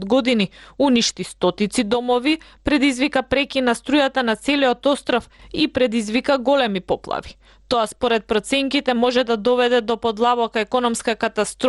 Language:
Macedonian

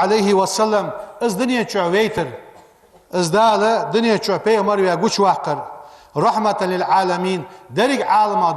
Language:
Ingush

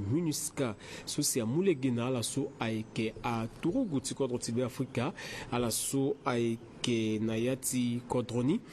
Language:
Sango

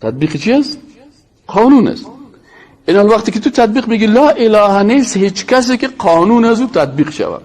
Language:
Persian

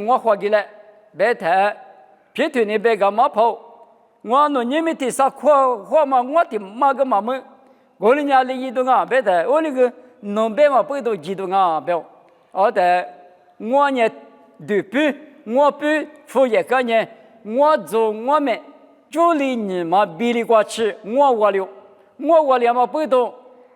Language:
Lisu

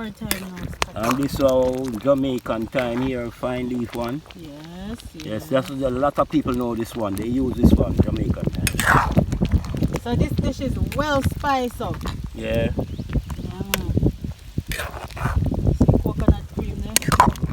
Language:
Jamaican Creole English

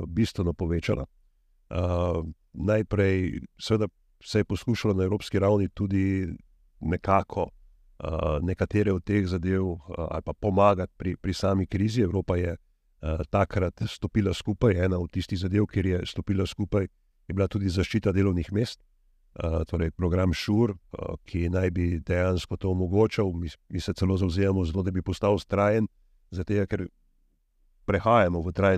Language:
Slovenian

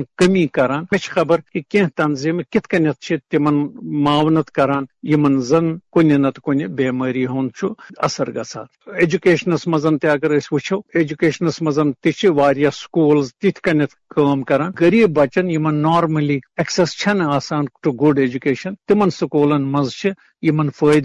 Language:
Kashmiri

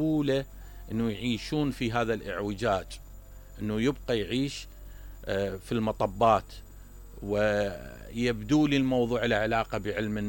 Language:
Mesopotamian Arabic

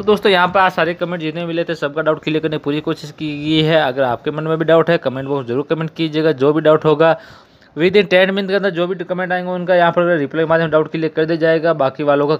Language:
Hindi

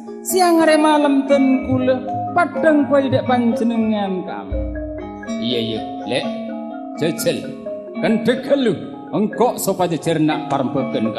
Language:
Madurese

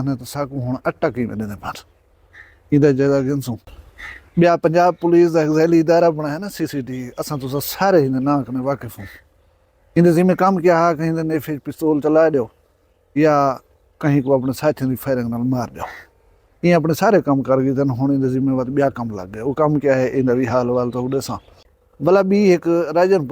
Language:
Saraiki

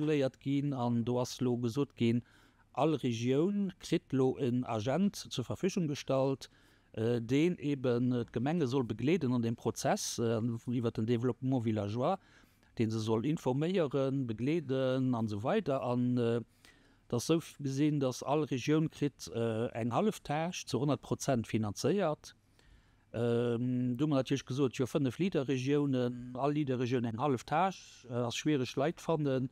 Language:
Luxembourgish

